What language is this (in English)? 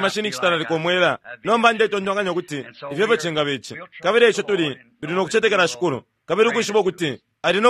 Bemba